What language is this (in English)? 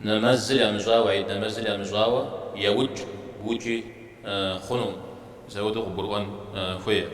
Kabardian